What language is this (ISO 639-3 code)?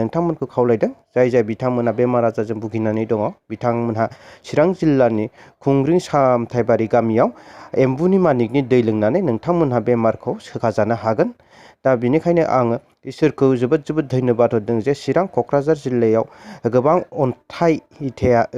brx